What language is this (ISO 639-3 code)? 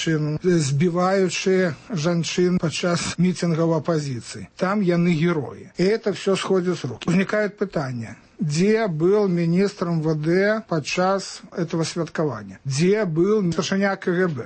bel